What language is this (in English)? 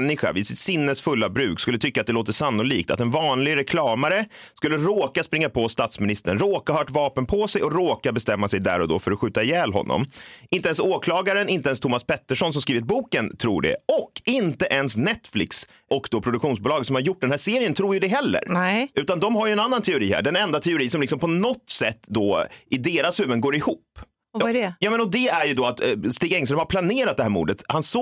Swedish